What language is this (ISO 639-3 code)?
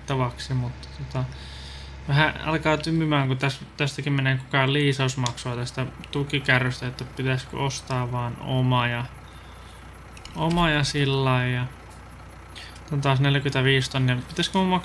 fin